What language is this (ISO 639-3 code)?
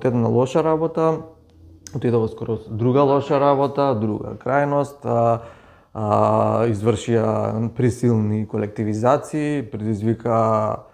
mkd